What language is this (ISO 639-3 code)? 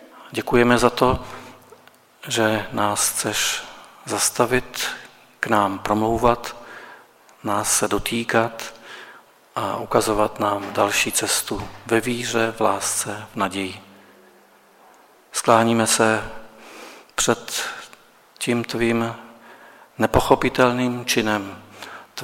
ces